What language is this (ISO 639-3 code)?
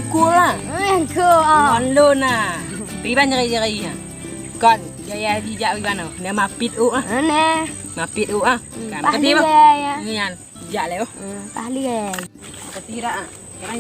ace